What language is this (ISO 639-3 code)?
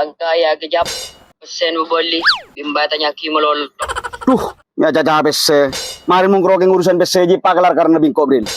mad